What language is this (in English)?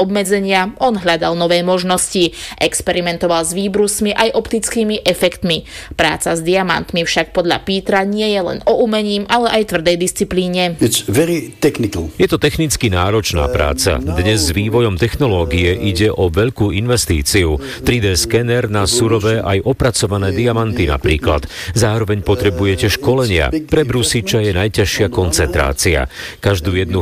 Slovak